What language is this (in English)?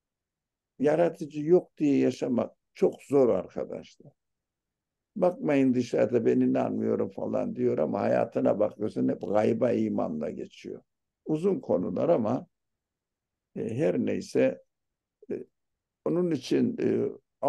Turkish